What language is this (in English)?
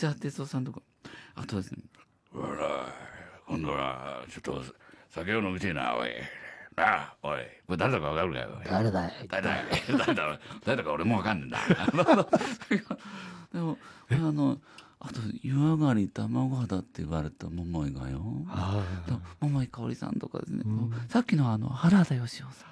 Japanese